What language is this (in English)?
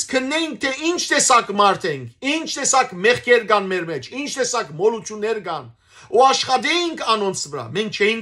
Western Armenian